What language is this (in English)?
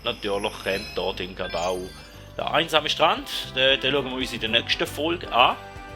Swiss German